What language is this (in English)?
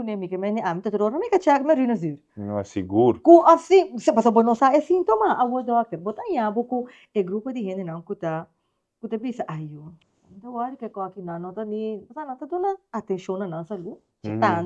Papiamento